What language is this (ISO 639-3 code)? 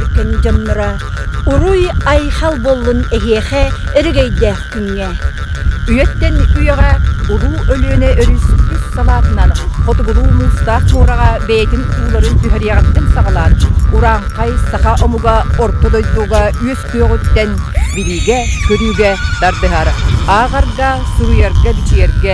sah